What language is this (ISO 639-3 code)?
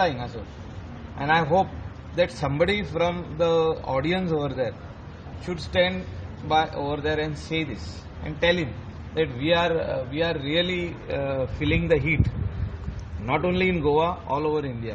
kok